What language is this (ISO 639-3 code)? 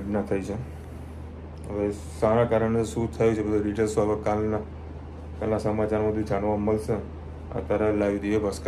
guj